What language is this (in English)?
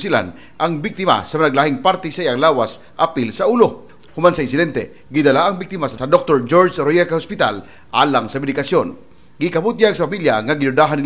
Cebuano